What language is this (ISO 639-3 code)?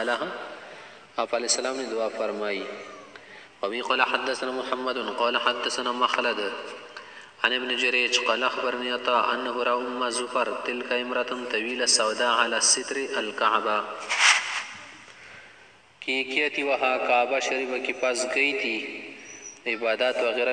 urd